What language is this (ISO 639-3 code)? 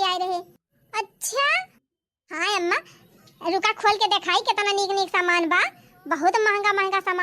awa